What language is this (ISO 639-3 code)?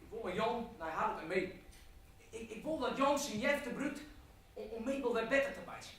fry